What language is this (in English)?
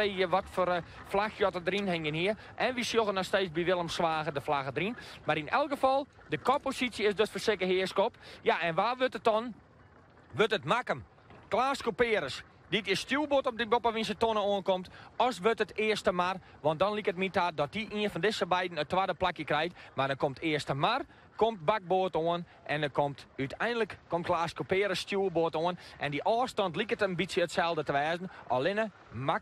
Western Frisian